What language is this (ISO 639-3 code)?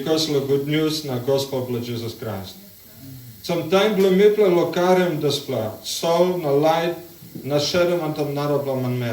tpi